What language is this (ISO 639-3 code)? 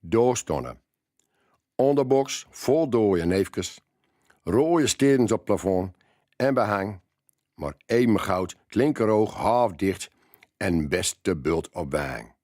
gos